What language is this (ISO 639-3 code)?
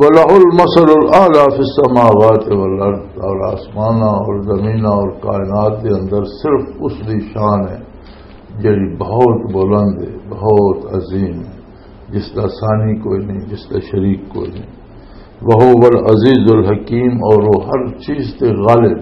lah